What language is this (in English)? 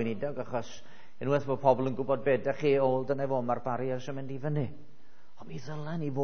Welsh